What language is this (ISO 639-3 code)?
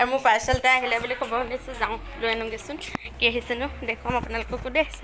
asm